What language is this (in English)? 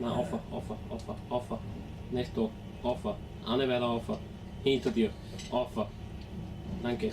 Bavarian